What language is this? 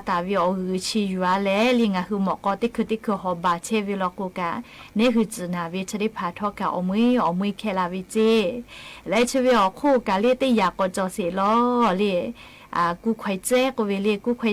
Lahu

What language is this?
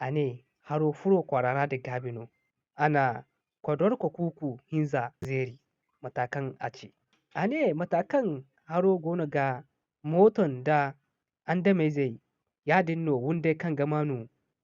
Zarma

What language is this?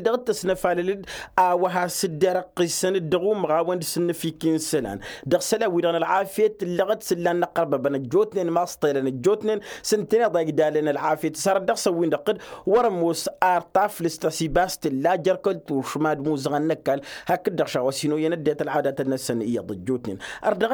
Tamasheq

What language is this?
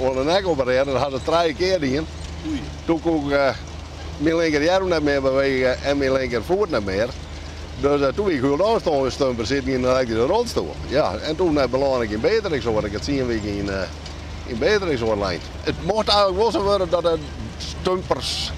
Western Frisian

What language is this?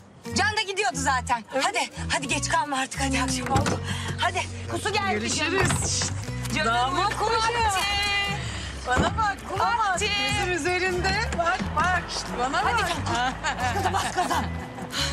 Turkish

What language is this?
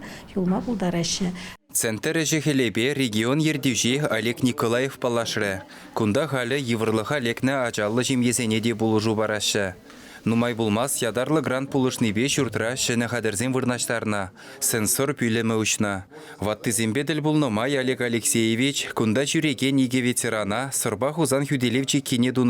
Chuvash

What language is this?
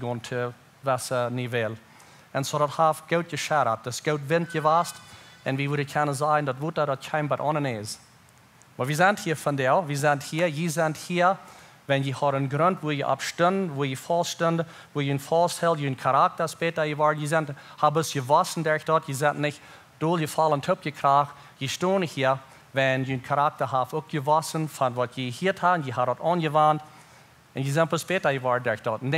Plautdietsch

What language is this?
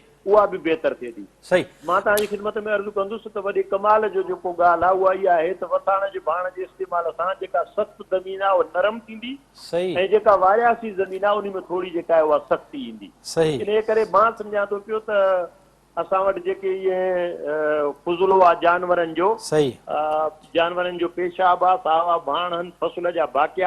Sindhi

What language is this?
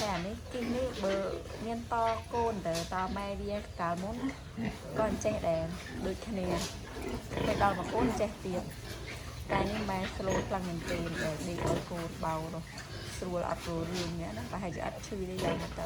Khmer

